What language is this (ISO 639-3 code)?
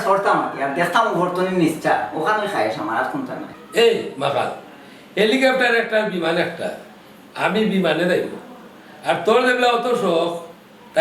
syl